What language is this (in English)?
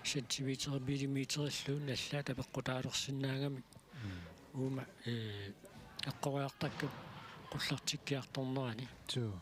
Kalaallisut